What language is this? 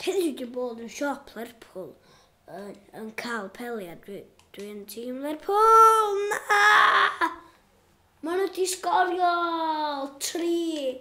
Welsh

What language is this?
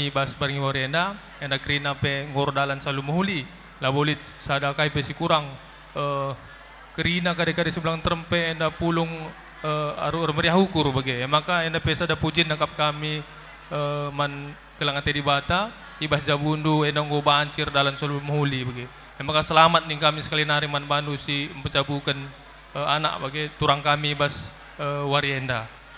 Batak Karo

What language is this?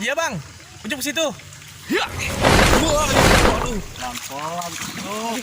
Betawi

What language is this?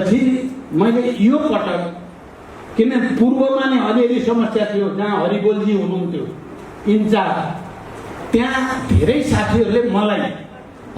Nepali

